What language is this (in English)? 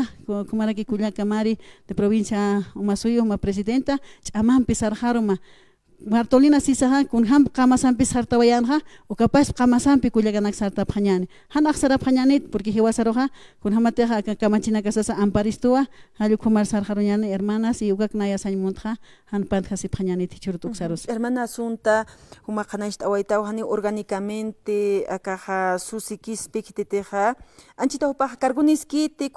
Aymara